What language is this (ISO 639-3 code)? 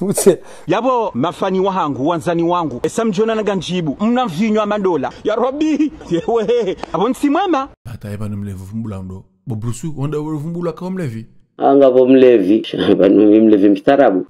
zdj